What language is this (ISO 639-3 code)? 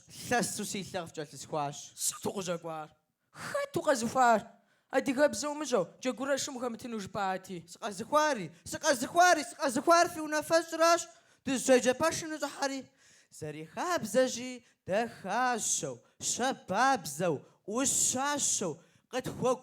kbd